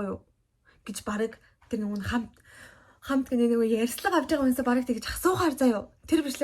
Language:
Mongolian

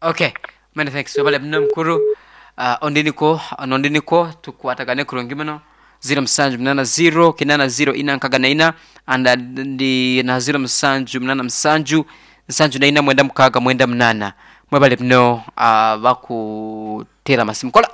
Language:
Nyoro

